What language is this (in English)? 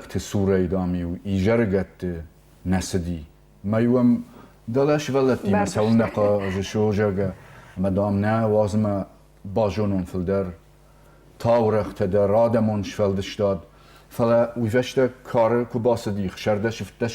Ossetic